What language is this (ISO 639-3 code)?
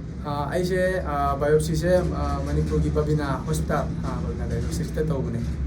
mni